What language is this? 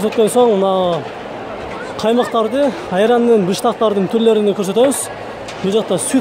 Kyrgyz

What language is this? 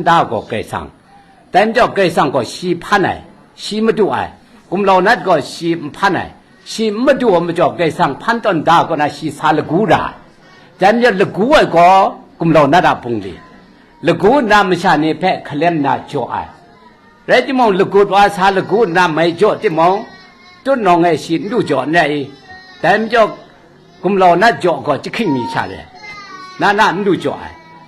Kachin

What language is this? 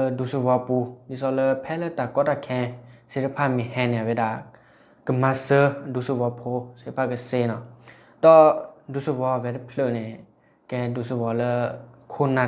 S'gaw Karen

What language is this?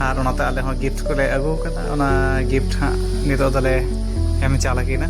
Santali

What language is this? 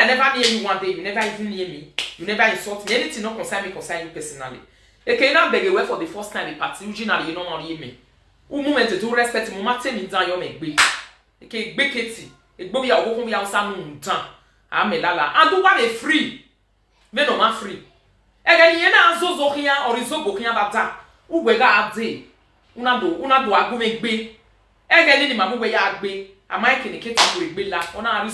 Nigerian Pidgin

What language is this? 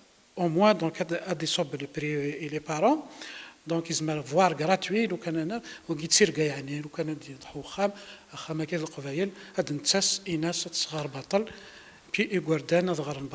Kabyle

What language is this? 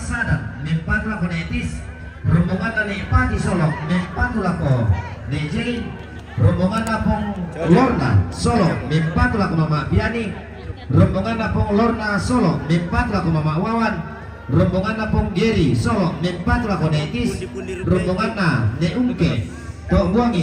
Toraja-Sa'dan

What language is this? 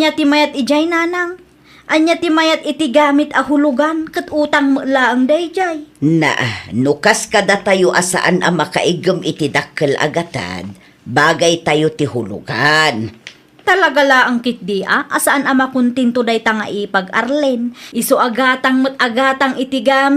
Iloko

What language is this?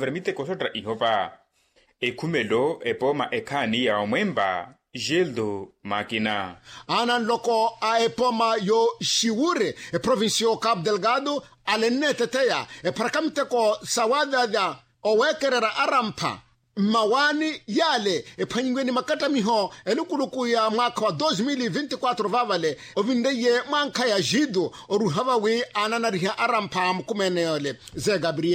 Makhuwa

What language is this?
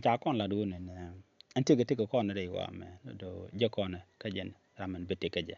Nuer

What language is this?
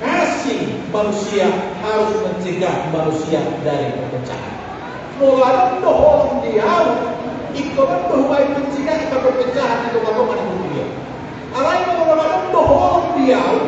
Batak Toba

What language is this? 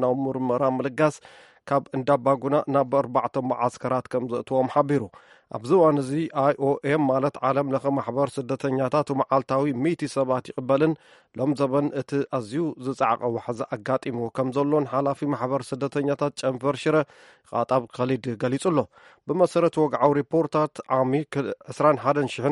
Tigrinya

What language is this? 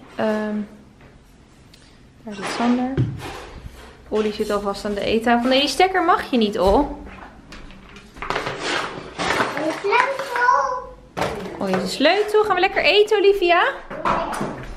Dutch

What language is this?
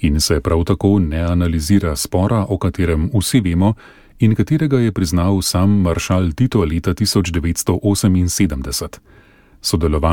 Slovenian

